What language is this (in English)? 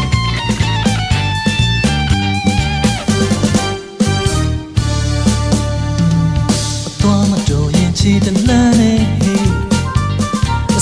Burmese